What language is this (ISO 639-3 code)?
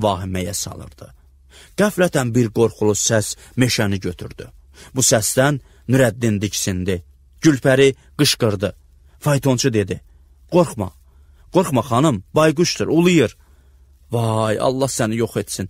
aze